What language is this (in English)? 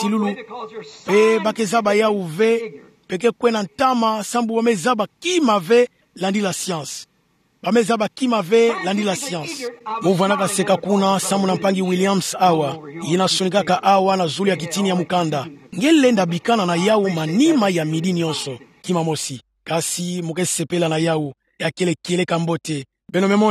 Kituba (Democratic Republic of Congo)